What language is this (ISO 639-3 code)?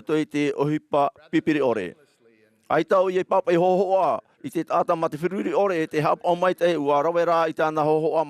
tah